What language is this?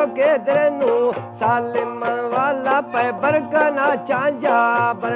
Brahui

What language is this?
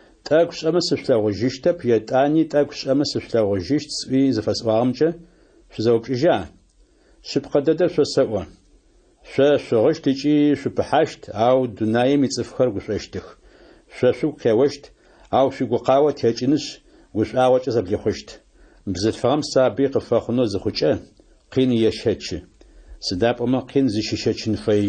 Adyghe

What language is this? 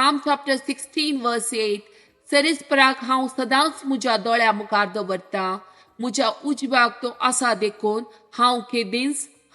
Konkani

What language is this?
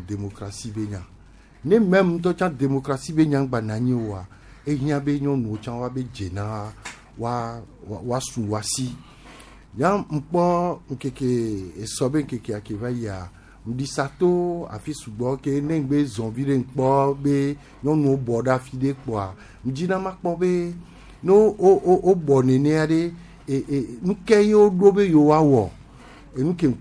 Gen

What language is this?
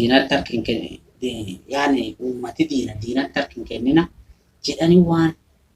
Oromo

